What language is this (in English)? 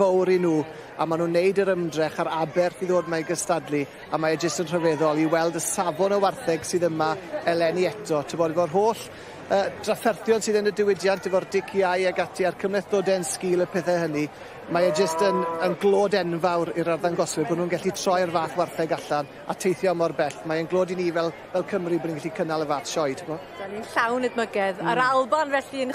Welsh